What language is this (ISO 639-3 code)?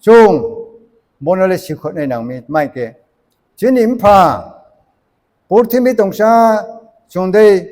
ria